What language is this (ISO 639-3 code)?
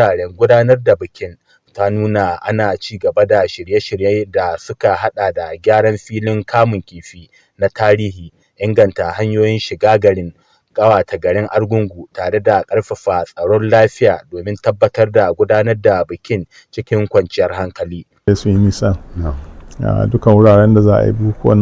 hau